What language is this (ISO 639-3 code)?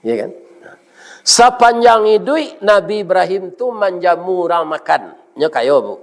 min